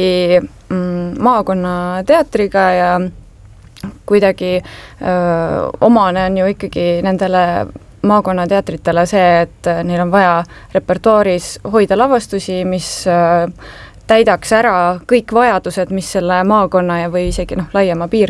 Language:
Estonian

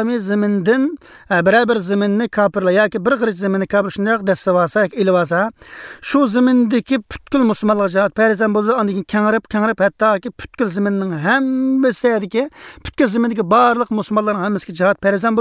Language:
Uyghur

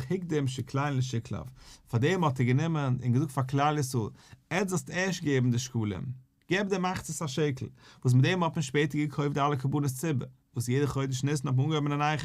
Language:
Yiddish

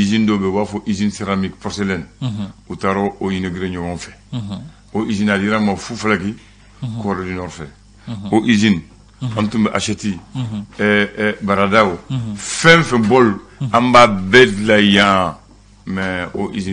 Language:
Bambara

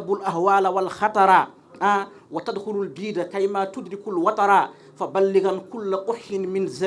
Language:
Fula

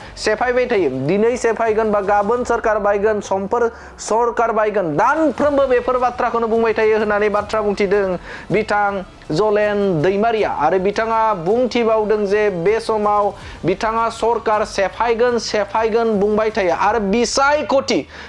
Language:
Bodo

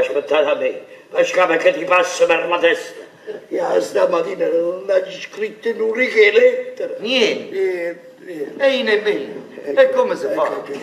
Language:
Neapolitan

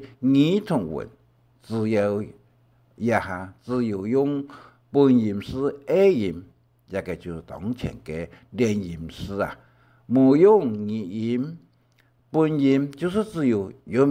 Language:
Hakka Chinese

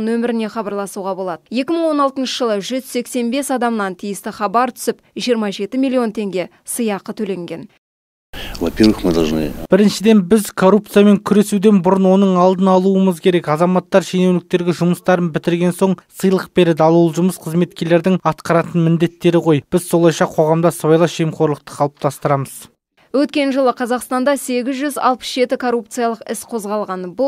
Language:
Kazakh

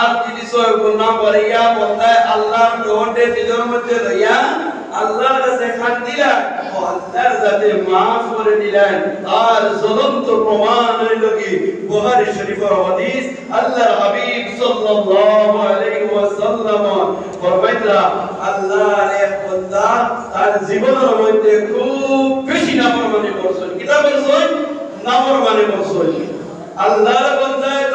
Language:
Sylheti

